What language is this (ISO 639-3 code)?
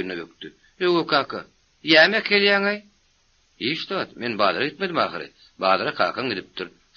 tuk